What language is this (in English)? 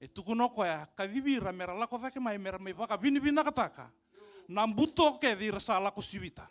Fijian